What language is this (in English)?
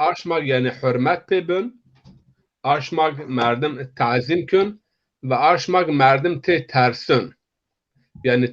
Zaza